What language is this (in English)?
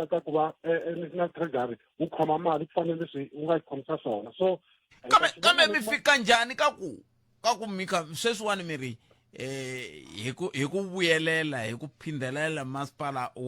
Tsonga